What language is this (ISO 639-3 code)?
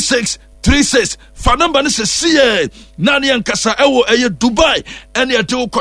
aka